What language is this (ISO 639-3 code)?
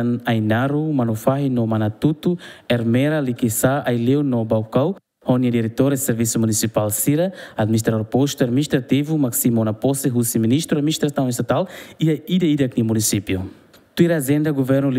tet